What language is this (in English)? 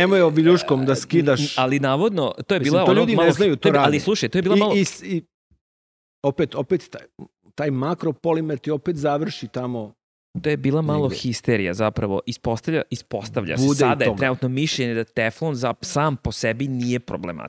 Serbian